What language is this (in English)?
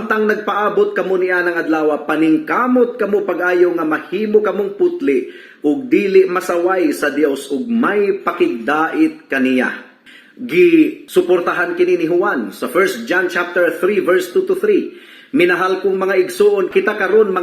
Cebuano